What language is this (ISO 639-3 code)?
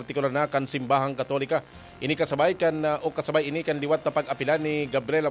bik